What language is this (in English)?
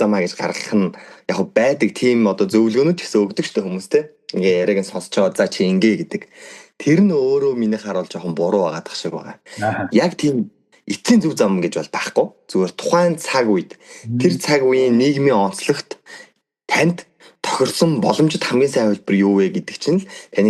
Mongolian